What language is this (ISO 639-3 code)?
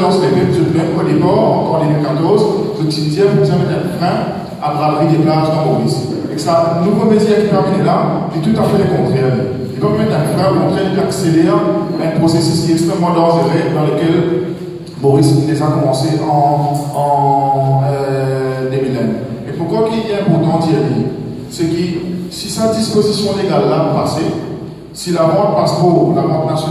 mfe